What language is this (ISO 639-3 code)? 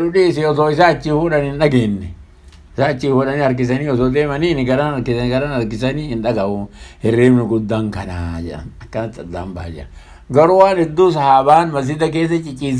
orm